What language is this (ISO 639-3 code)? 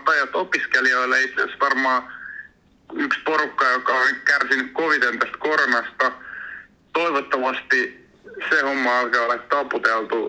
fin